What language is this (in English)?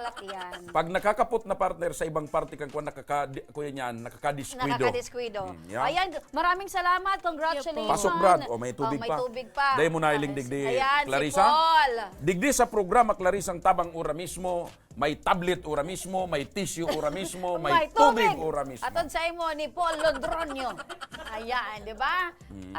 Bikol